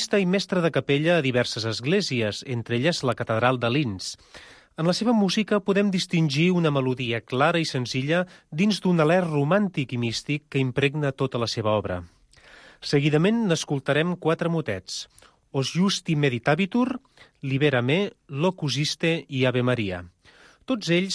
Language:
Catalan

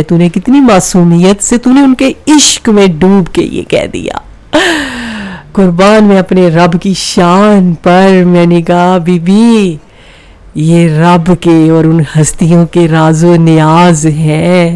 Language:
Urdu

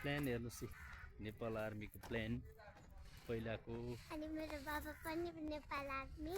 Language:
Nepali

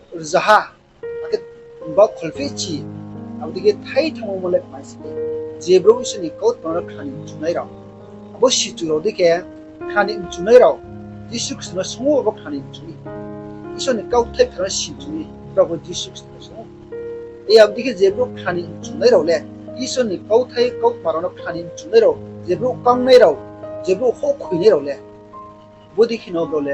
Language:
Riang (India)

